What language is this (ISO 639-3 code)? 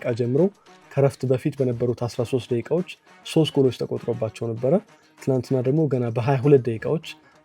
amh